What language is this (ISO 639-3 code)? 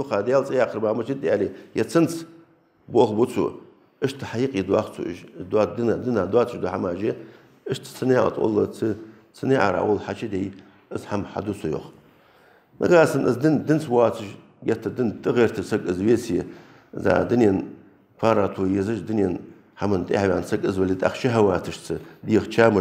inh